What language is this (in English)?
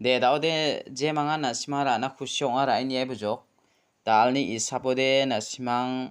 Garo